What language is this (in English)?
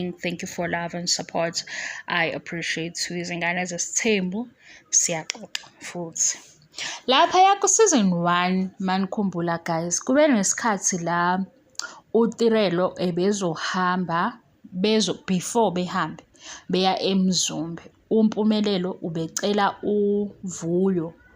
Zulu